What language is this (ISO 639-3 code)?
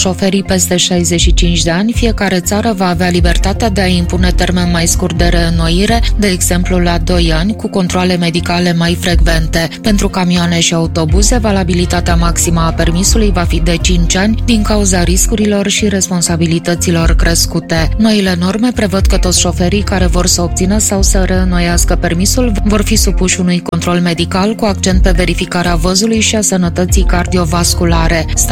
ron